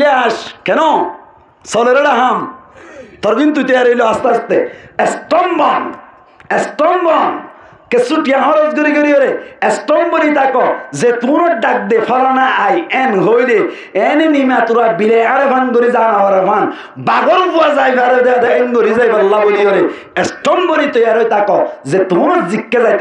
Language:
Rohingya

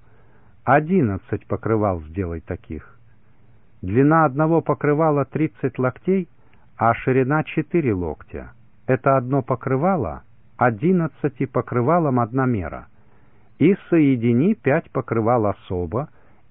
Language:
Russian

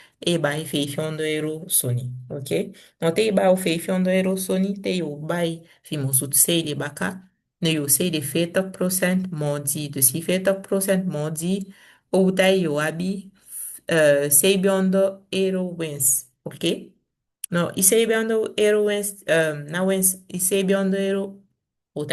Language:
Saramaccan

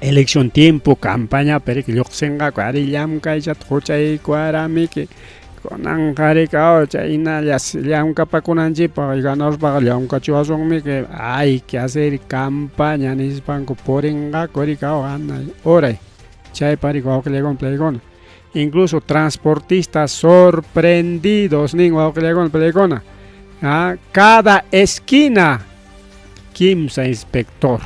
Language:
Ayacucho Quechua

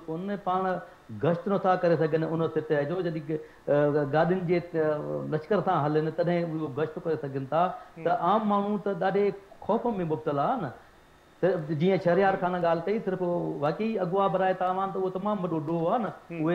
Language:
Sindhi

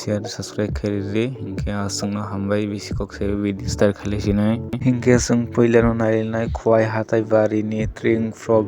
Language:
Kok Borok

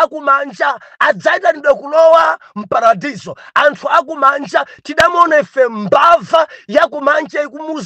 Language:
Nyanja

